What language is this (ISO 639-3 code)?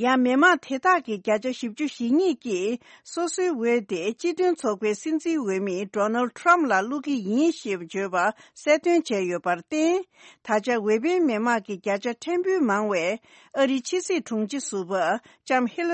bod